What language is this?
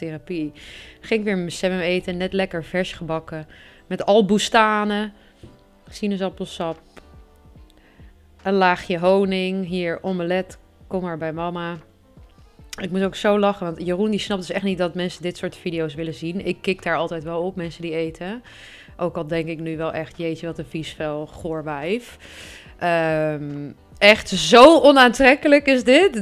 Dutch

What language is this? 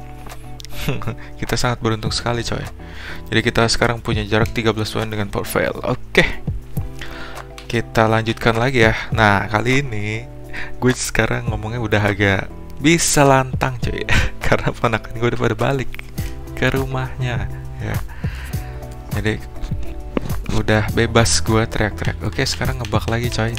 Indonesian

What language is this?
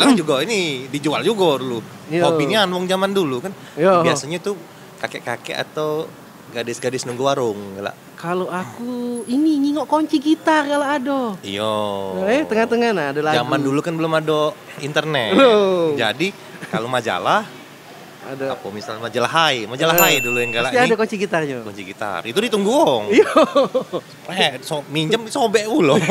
Musi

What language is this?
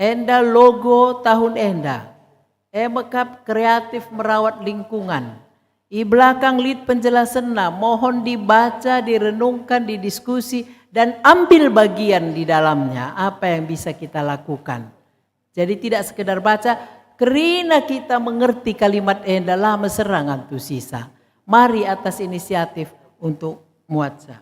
Batak Karo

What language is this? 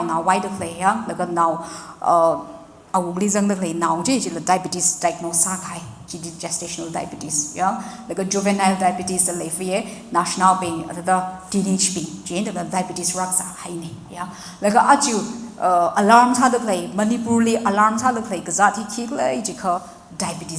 Tangkhul Naga (India)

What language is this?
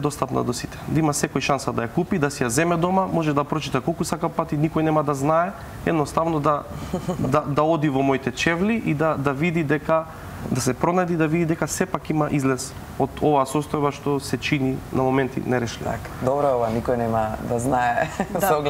Macedonian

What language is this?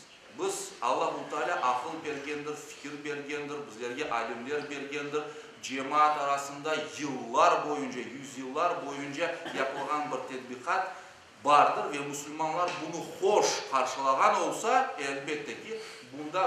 Crimean Tatar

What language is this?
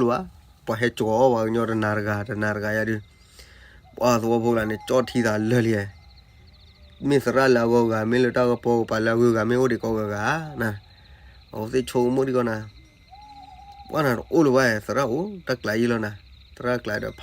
S'gaw Karen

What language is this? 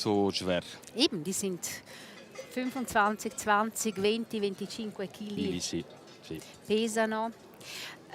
Romansh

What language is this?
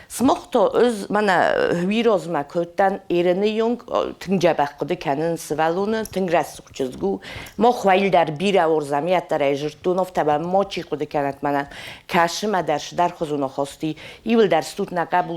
Ossetic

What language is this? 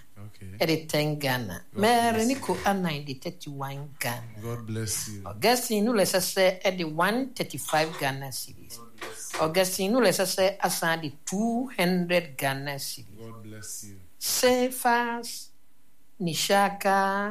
Akan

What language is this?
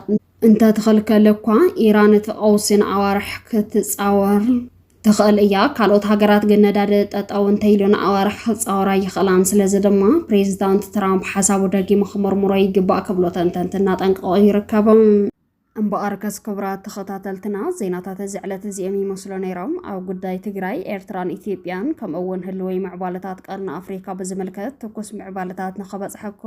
Tigrinya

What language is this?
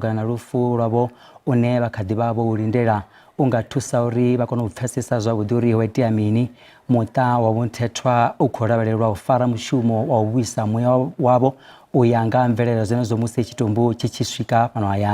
Venda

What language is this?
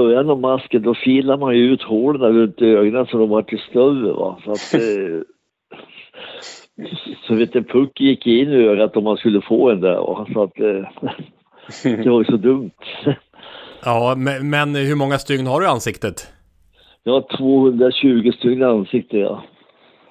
Swedish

